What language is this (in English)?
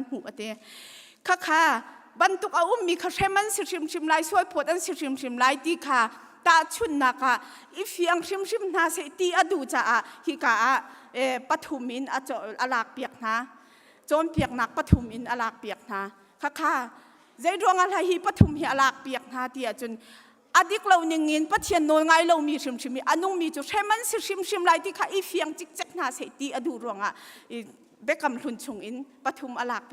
Hakha Chin